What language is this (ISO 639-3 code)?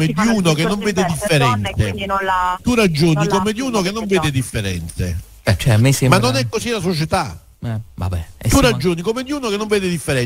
ita